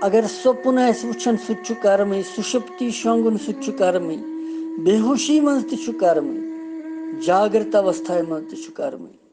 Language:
Kashmiri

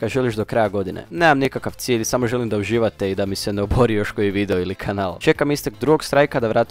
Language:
Croatian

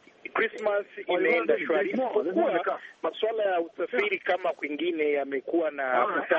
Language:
Swahili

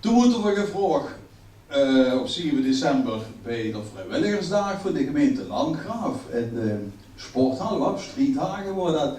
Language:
Limburgish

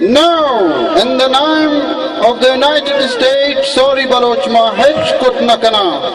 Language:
Baluchi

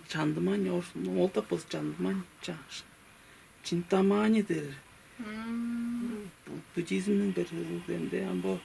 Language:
Tuvinian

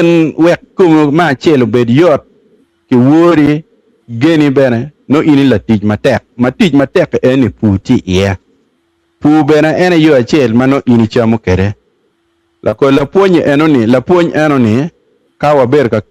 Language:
Acoli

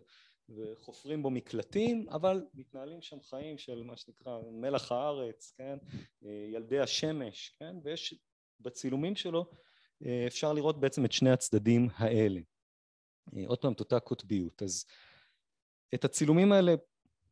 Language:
Hebrew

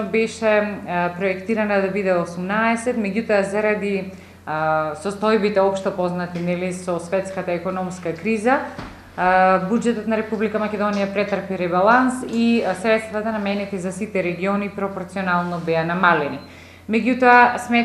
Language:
Macedonian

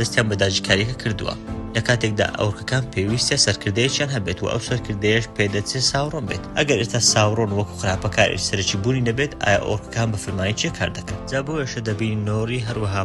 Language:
Central Kurdish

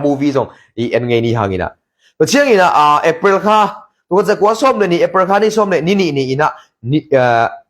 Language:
Tedim Chin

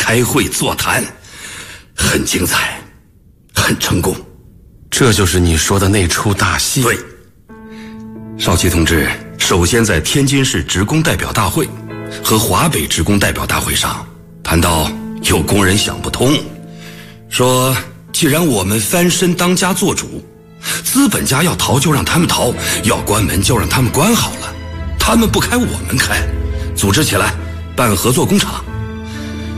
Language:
Chinese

